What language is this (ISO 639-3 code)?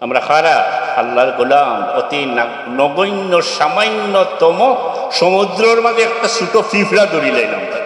syl